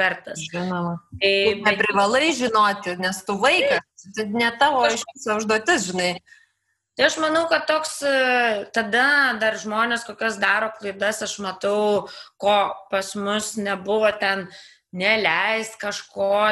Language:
Lithuanian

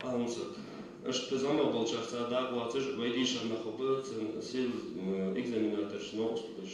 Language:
Ingush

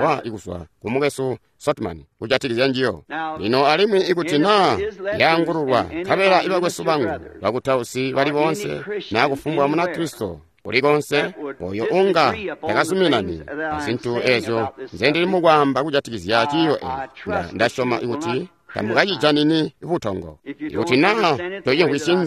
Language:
Tonga (Zambia)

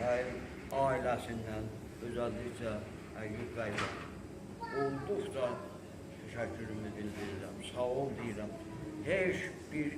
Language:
South Azerbaijani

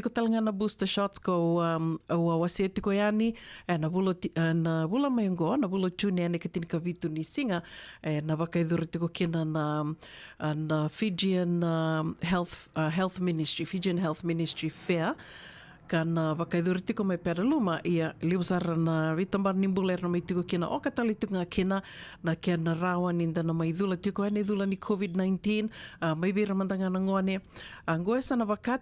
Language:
Fijian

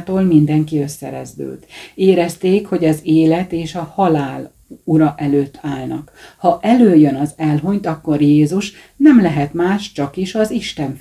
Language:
Hungarian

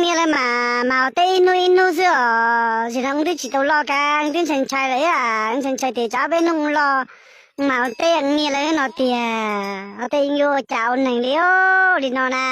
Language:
Hmong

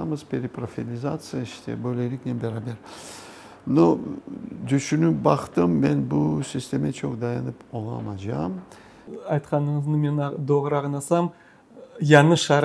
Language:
Crimean Tatar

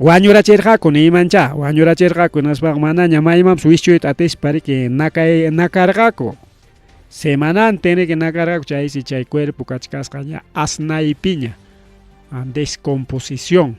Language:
Ayacucho Quechua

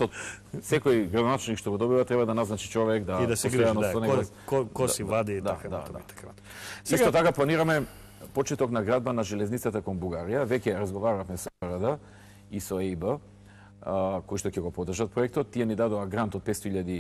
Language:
Macedonian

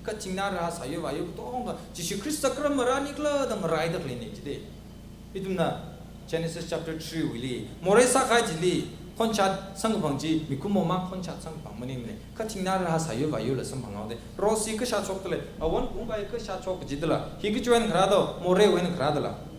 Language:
Tangkhul Naga (India)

